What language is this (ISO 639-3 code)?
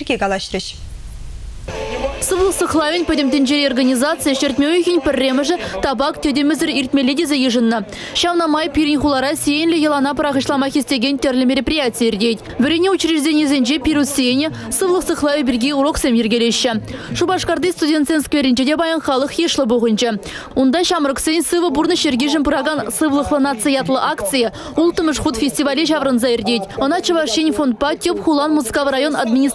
chv